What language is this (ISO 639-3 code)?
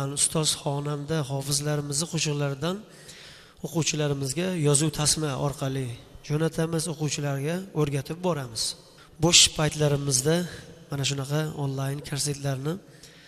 uzb